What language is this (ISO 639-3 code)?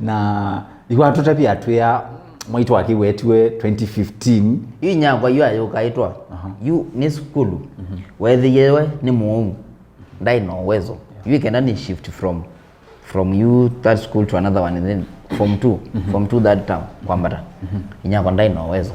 kam